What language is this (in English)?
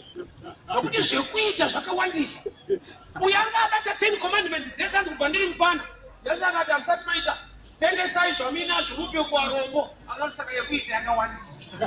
Shona